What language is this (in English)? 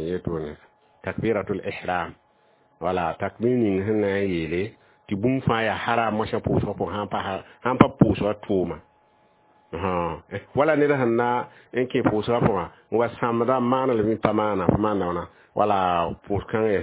Mossi